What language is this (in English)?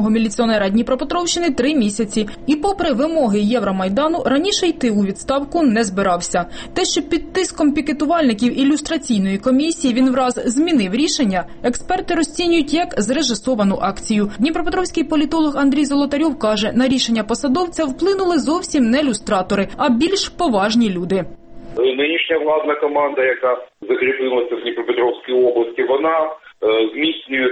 Ukrainian